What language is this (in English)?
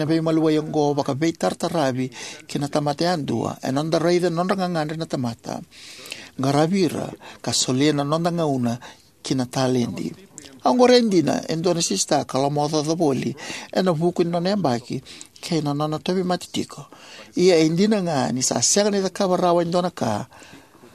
Fijian